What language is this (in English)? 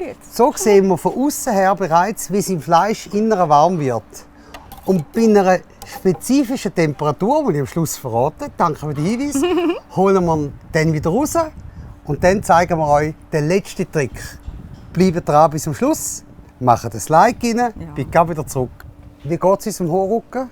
Swiss German